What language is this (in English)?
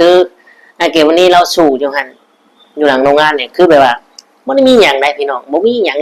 Lao